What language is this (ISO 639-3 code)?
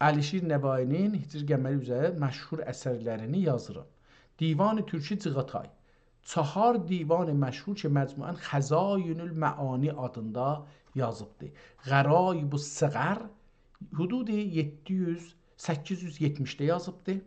azb